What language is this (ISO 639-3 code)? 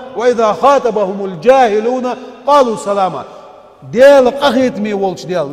inh